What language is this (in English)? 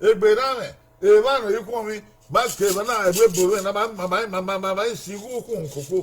Bini